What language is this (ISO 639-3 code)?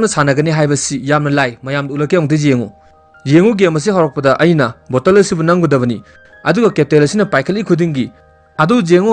mni